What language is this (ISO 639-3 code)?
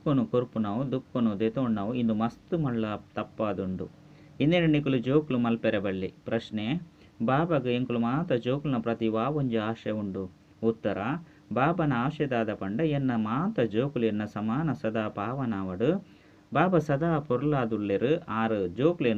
tcy